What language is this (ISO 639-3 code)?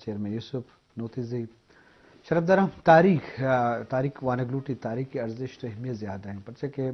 bgp